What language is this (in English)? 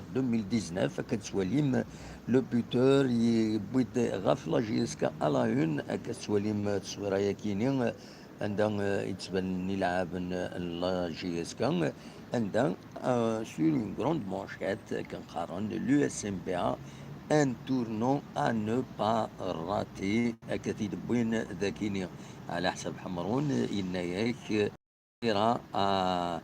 Kabyle